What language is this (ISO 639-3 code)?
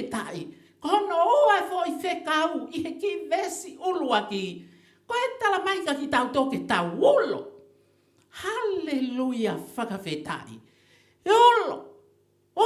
ton